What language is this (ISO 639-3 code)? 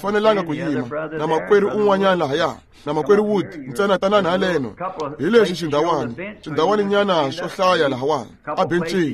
tso